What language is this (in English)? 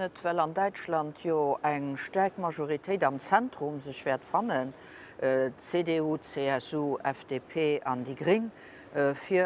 Luxembourgish